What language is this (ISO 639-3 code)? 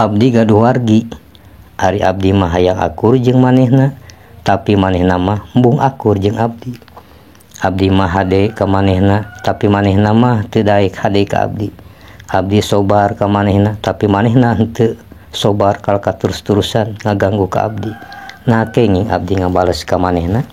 sun